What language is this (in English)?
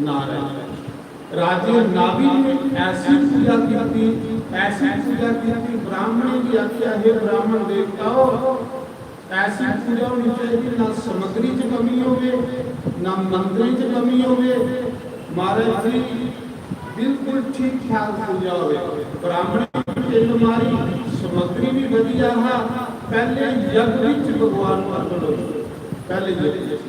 Dogri